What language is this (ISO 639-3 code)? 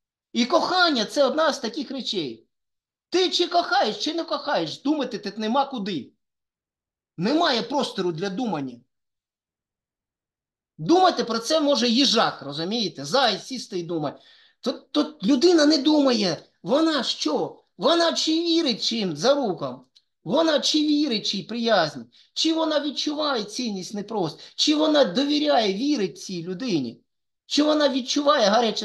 ukr